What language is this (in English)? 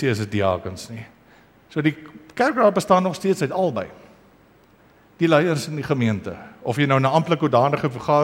Afrikaans